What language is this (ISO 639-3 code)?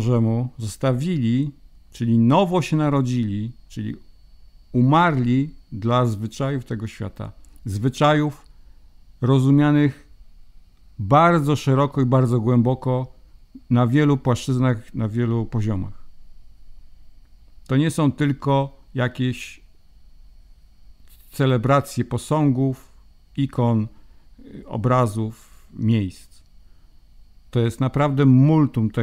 pol